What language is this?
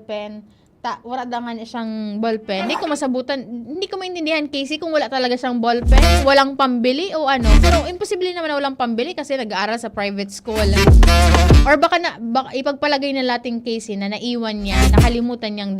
Bikol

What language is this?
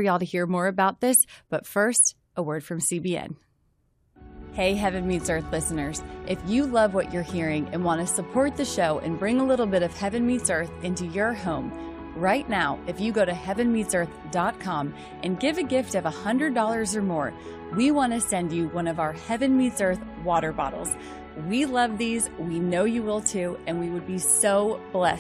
English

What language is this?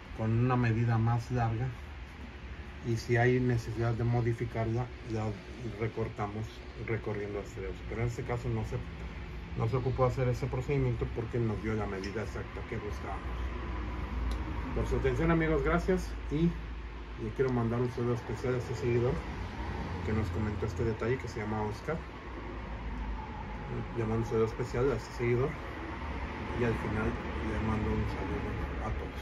Spanish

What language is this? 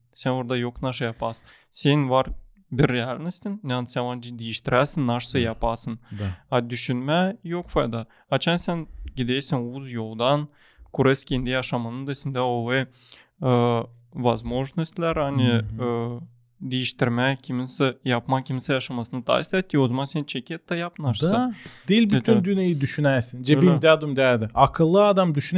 Gagauz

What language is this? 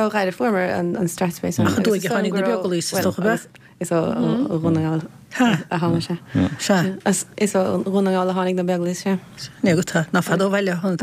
Irish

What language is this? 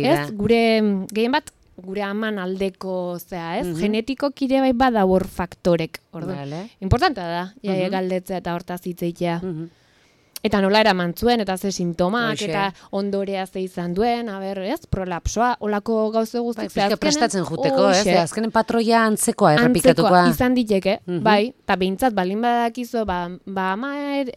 Basque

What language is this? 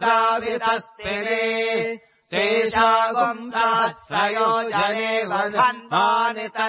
Sanskrit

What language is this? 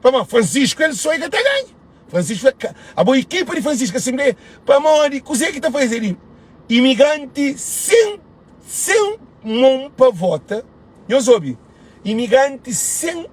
Kabuverdianu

